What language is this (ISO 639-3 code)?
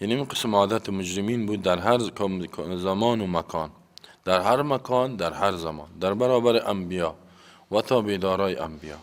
fas